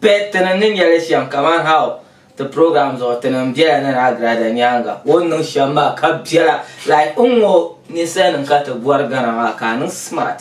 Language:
Dagbani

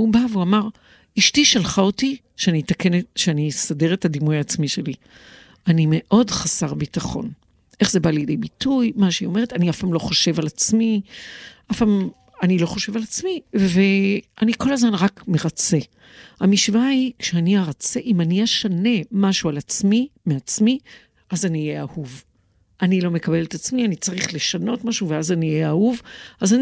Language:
Hebrew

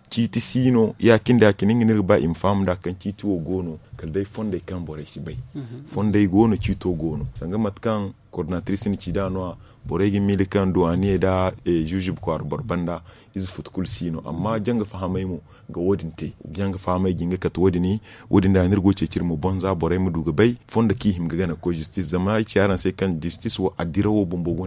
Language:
Zarma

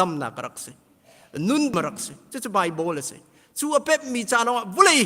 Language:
Hakha Chin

